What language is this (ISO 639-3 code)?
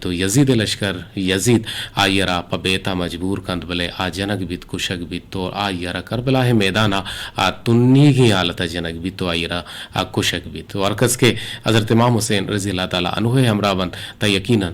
bgp